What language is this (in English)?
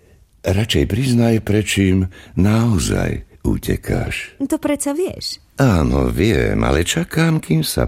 Slovak